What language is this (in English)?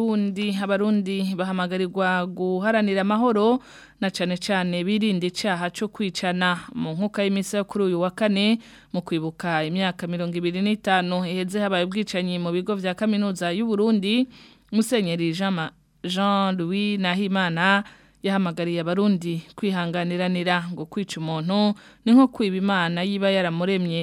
Rundi